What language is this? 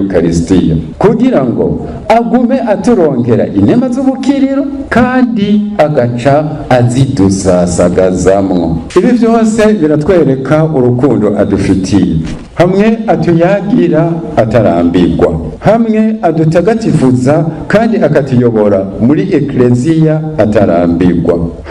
Rundi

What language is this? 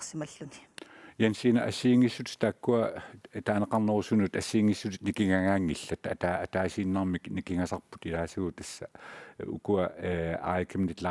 Kalaallisut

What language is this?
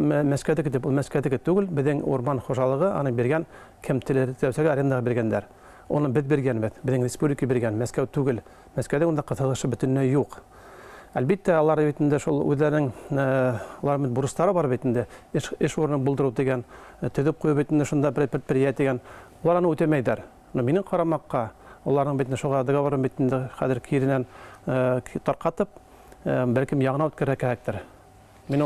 Bashkir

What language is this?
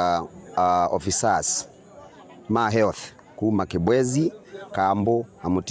Kamba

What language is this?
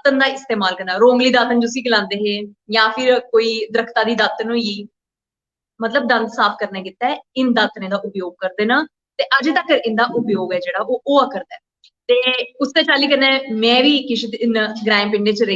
Dogri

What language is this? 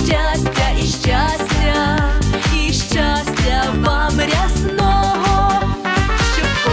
Ukrainian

